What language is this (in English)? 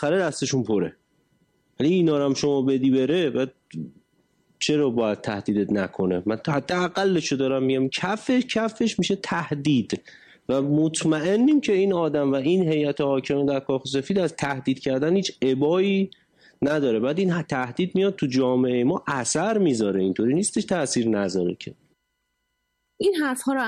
Persian